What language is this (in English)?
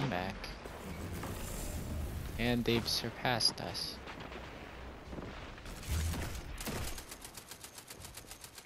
English